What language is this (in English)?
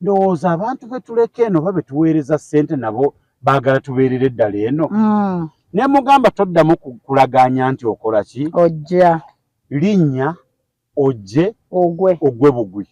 Ganda